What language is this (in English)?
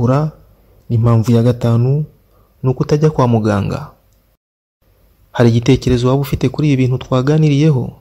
Kinyarwanda